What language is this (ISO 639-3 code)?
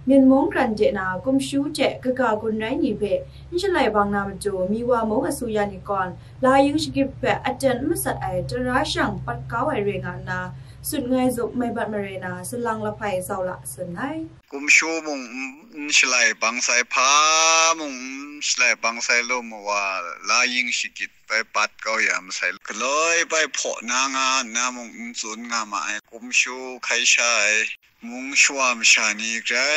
kac